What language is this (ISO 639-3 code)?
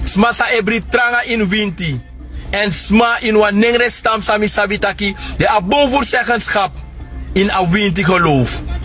srn